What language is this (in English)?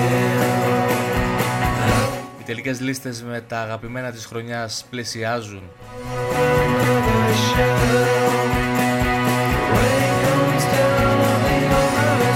Greek